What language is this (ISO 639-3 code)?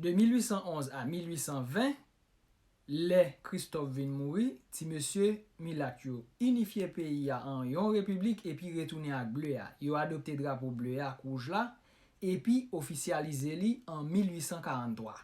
hat